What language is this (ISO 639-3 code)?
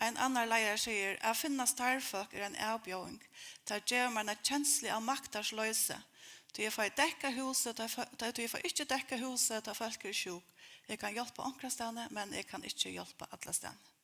fao